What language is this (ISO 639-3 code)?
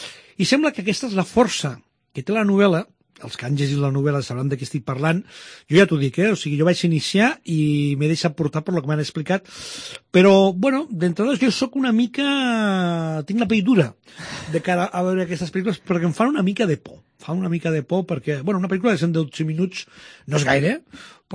cat